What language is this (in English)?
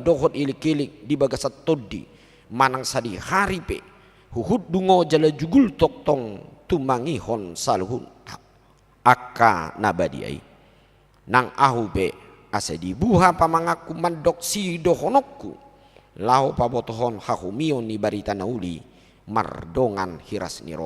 Batak Toba